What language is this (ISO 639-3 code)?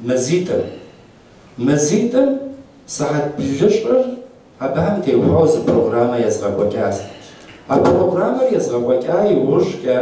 kbd